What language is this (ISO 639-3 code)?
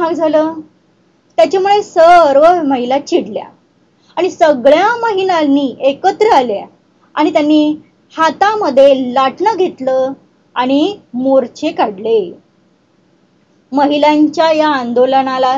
mar